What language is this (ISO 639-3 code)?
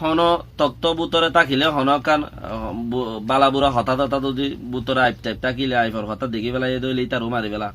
rhg